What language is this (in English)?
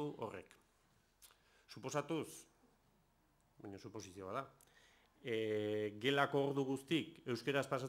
Basque